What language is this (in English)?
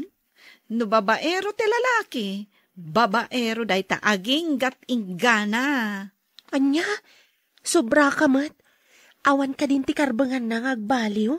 Iloko